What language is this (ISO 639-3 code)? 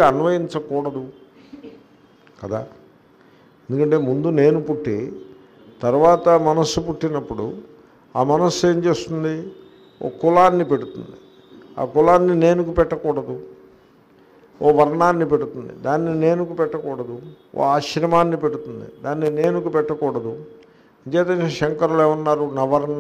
tel